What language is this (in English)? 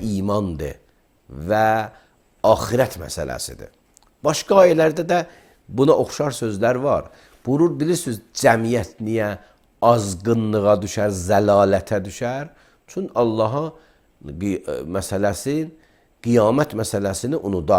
Azerbaijani